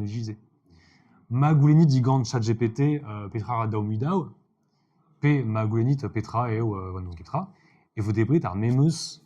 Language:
Breton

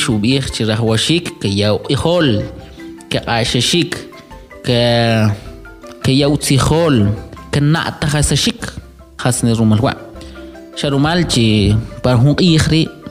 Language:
Kʼicheʼ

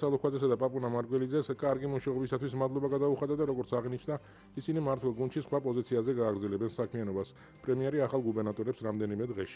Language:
Georgian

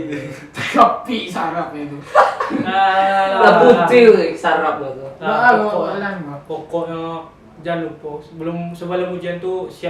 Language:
Minangkabau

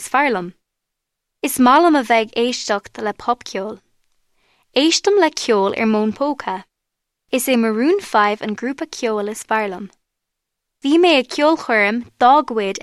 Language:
Irish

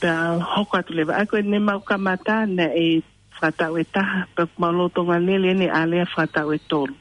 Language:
Tongan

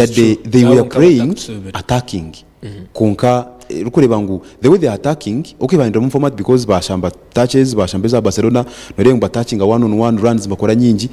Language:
Nyankole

